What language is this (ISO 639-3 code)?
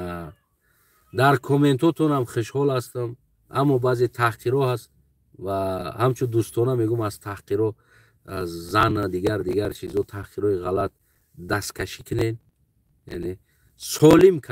tgk